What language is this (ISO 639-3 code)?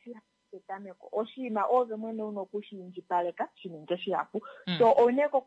kua